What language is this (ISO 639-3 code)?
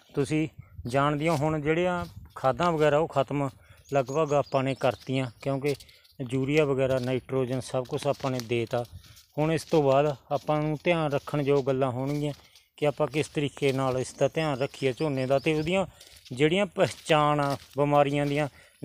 pan